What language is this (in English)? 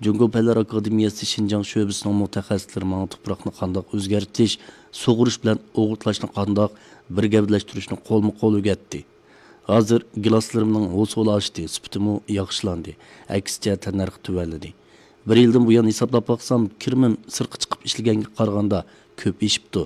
Uyghur